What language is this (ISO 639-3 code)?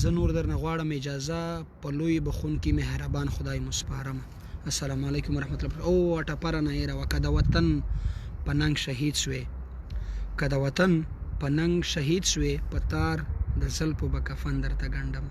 pus